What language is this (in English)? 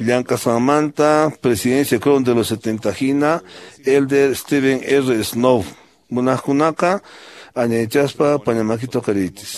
Quechua